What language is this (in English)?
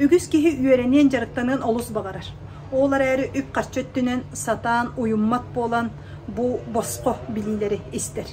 Yakut